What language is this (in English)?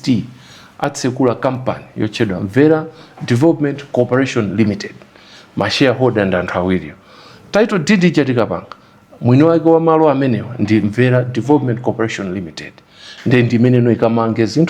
Nyanja